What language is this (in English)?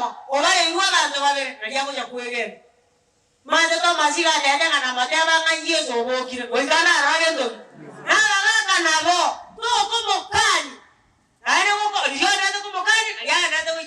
Gusii